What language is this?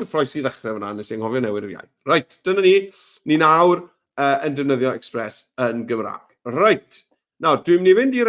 Welsh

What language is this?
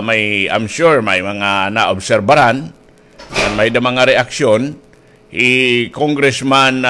Waray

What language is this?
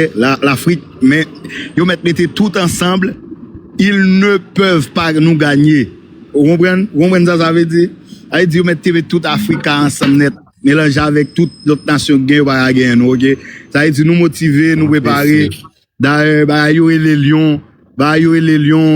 Haitian Creole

